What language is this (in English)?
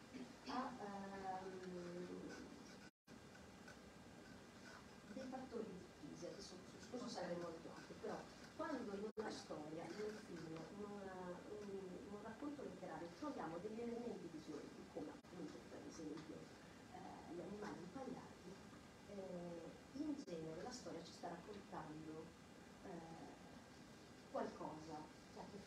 Italian